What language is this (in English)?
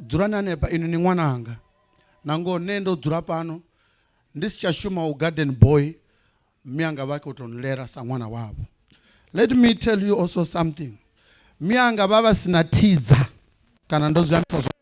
Venda